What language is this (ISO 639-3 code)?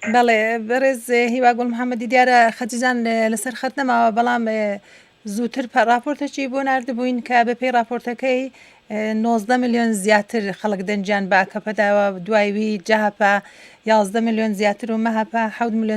ckb